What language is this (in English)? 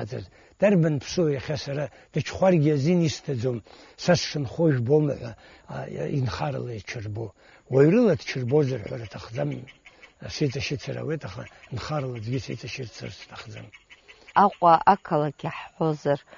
Abkhazian